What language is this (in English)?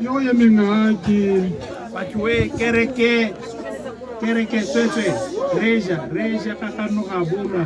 Tswana